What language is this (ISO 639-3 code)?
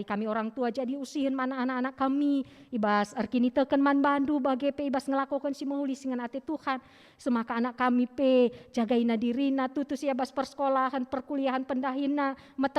btx